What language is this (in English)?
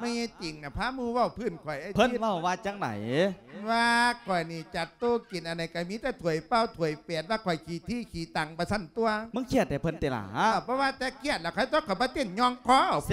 Lao